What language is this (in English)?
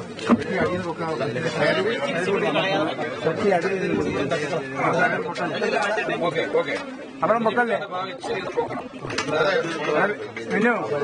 Malayalam